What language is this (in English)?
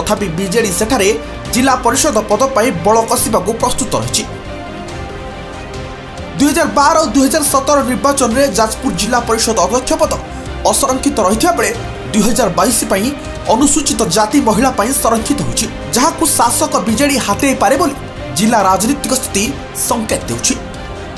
Odia